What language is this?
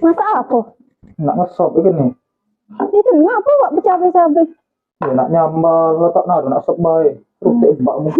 Musi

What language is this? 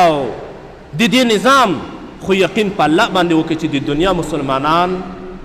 Pashto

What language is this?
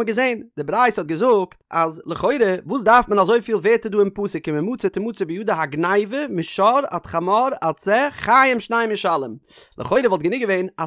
Yiddish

